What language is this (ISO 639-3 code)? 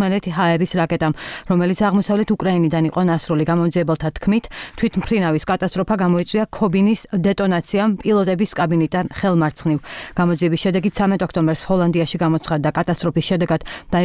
kat